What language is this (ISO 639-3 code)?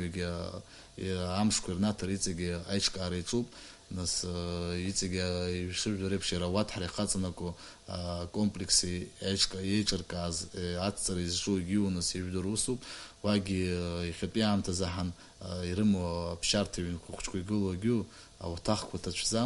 abk